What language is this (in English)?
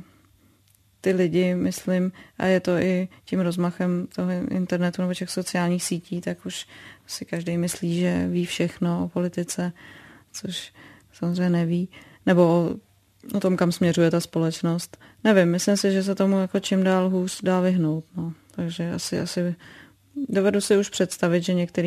Czech